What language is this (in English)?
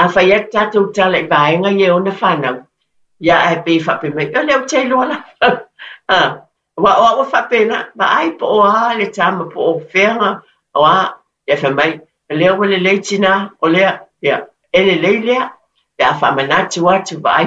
Samoan